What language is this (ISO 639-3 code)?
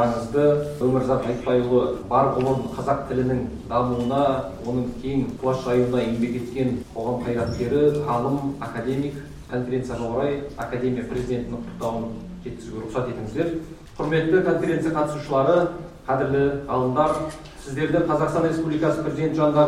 kaz